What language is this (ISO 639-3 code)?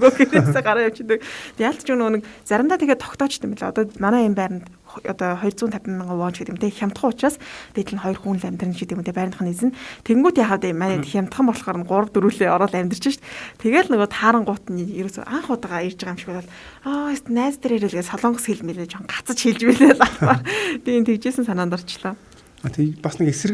mon